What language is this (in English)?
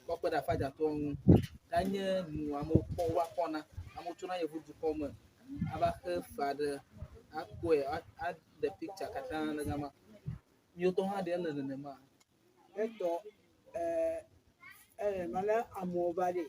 Ewe